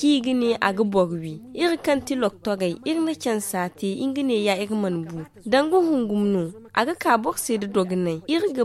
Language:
Zarma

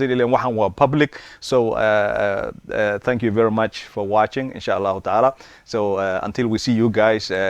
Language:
Somali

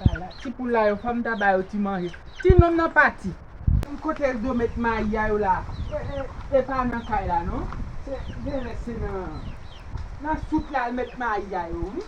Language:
Haitian Creole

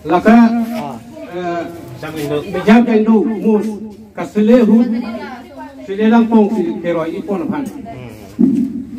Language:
Karbi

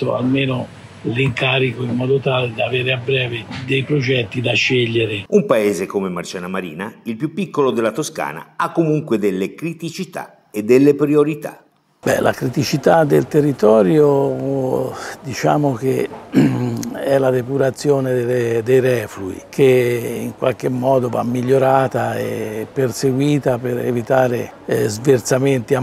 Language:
Italian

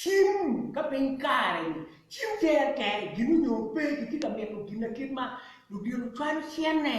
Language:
Acoli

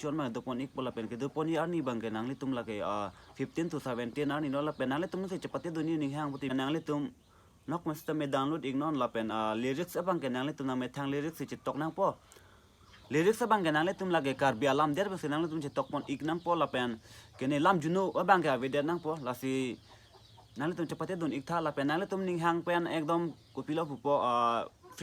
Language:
Karbi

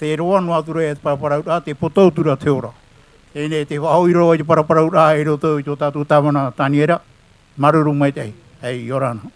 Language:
Tahitian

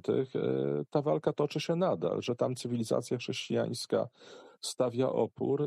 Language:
Polish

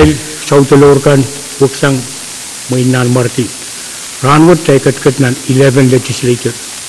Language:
Pohnpeian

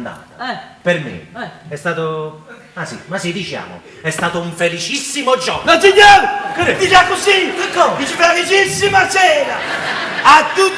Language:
Neapolitan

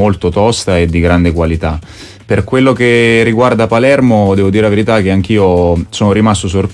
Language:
Italian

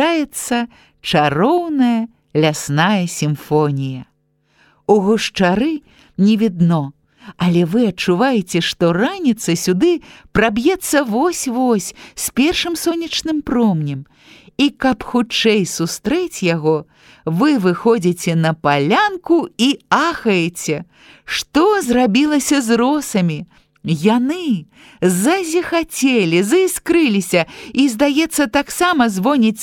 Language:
Belarusian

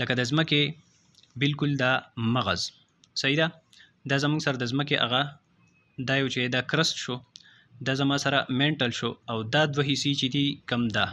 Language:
Pashto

